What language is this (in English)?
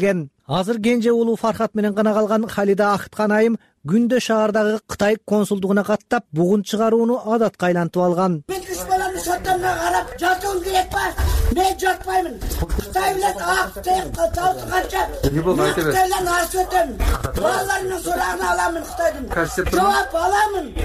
Kyrgyz